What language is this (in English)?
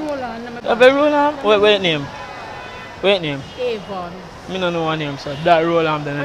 Jamaican Creole English